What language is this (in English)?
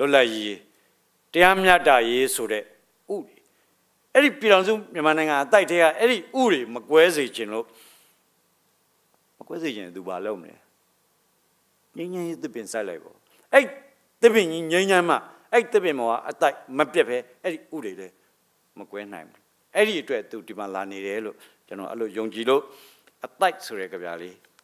Burmese